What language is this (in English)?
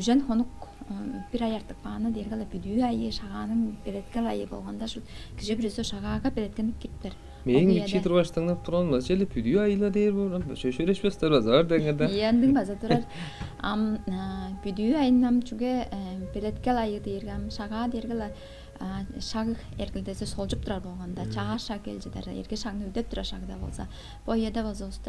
Tuvinian